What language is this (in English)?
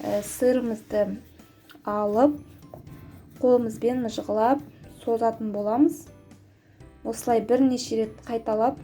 Kazakh